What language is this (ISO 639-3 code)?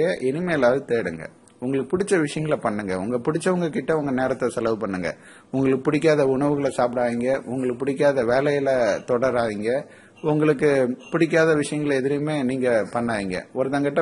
tam